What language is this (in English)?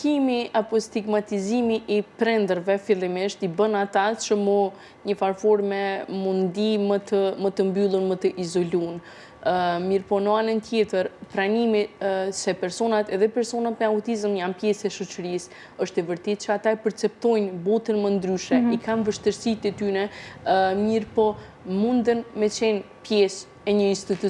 Albanian